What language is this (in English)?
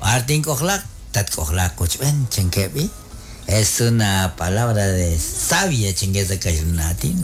Kekchí